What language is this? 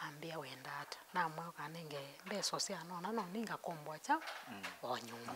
Kamba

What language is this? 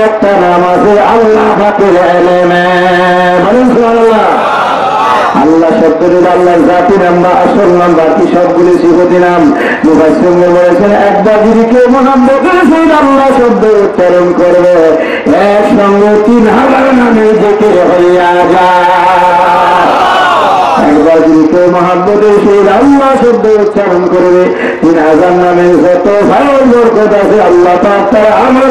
Bangla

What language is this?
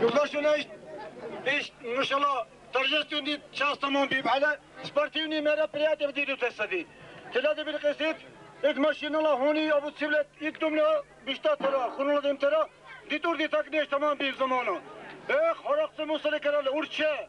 Dargwa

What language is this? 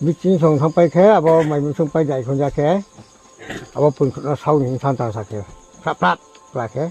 Riang (India)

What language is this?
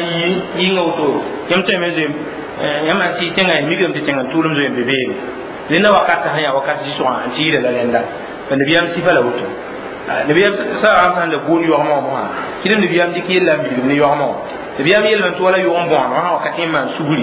Mossi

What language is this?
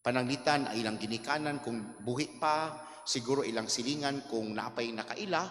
Cebuano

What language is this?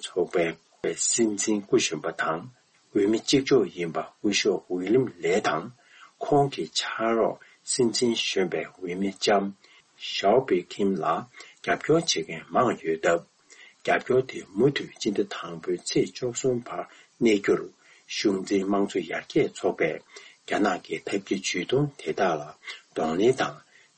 Tibetan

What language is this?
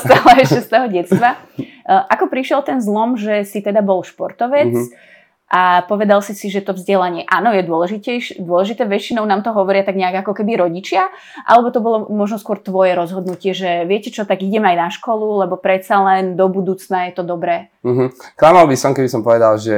Slovak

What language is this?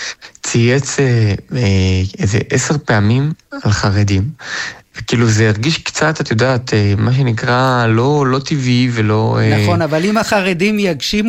Hebrew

